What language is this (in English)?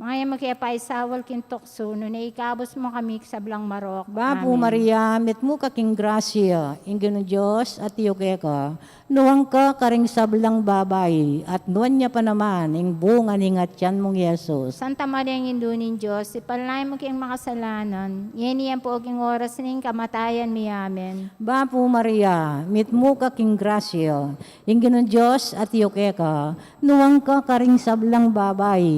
Pampanga